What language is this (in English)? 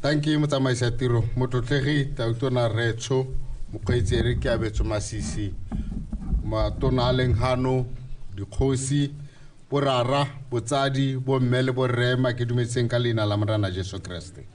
Tswana